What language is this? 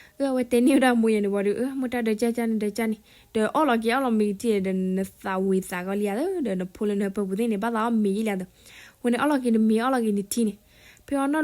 S'gaw Karen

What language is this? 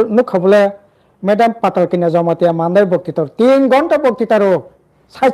Kok Borok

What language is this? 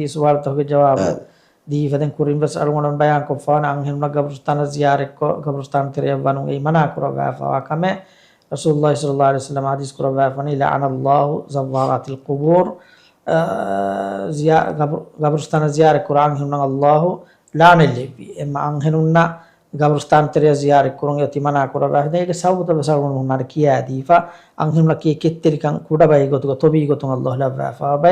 Divehi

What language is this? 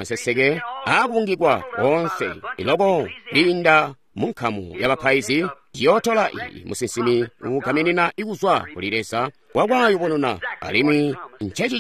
Tonga (Zambia)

